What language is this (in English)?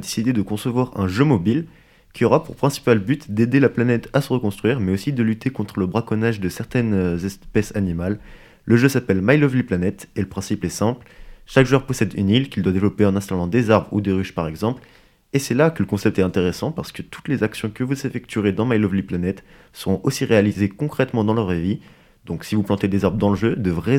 French